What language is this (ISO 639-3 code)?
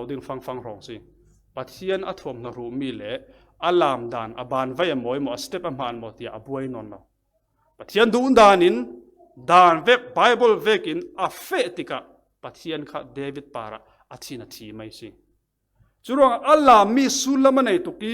cfm